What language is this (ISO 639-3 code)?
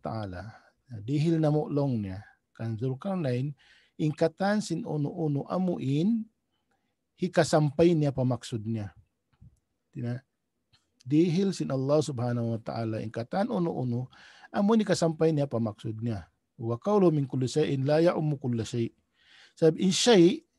tsg